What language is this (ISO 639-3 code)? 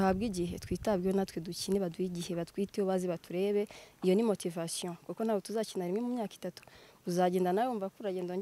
kin